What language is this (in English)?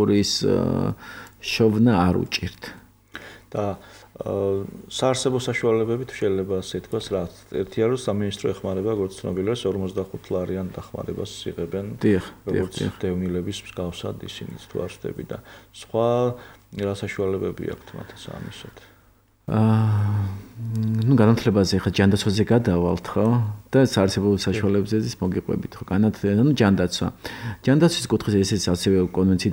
Georgian